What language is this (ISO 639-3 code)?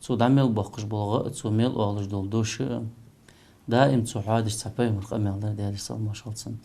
inh